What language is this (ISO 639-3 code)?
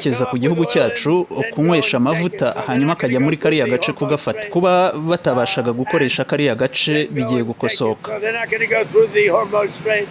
kin